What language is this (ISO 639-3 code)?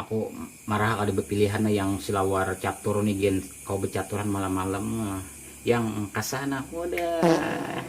bjn